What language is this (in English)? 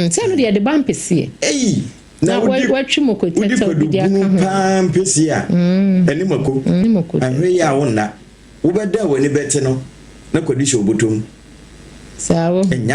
Akan